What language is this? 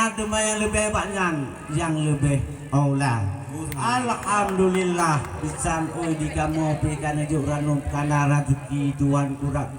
Achinese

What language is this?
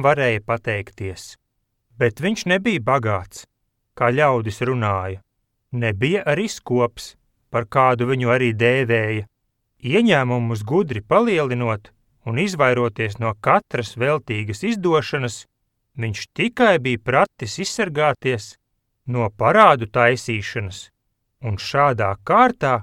Latvian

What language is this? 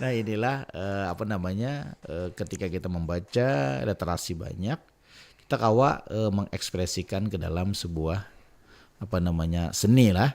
Banjar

